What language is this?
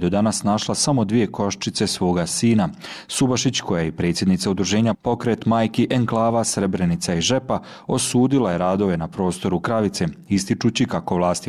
Serbian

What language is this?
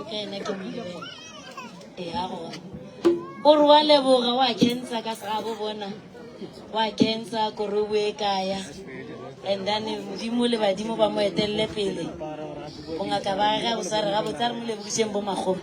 Northern Sotho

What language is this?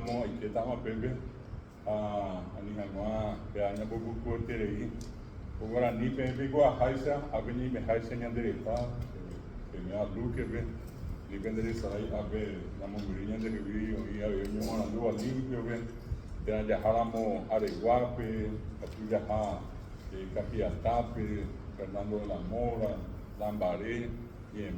Guarani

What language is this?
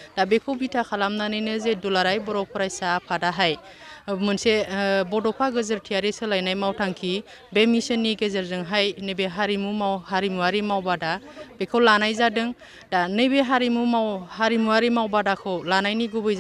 Bodo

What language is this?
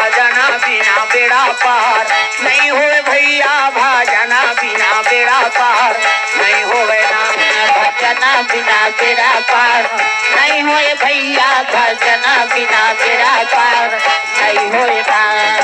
Chhattisgarhi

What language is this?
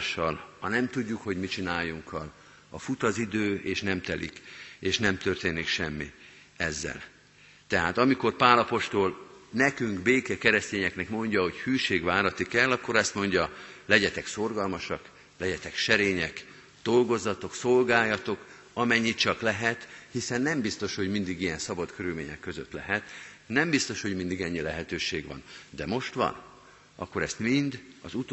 Hungarian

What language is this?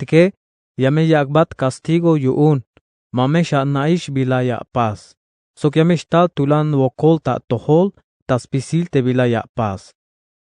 Tzeltal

